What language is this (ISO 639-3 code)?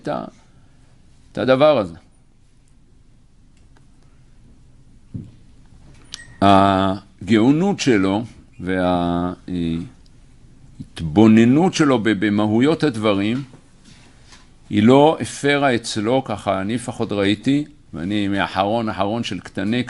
heb